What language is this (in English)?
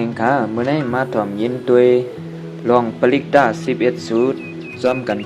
Shan